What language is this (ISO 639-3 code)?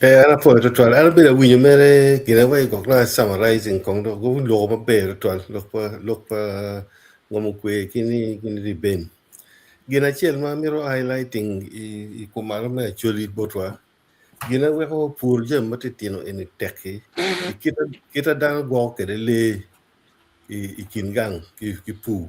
ach